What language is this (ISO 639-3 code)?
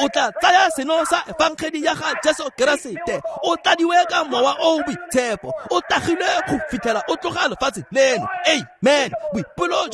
tsn